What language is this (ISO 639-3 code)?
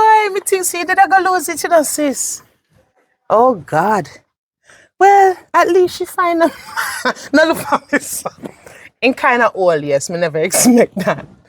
jam